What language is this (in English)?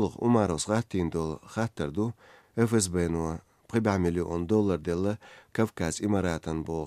Chechen